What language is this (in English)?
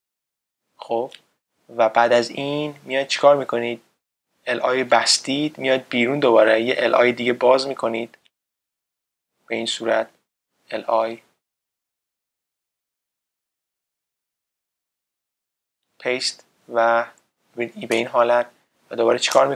Persian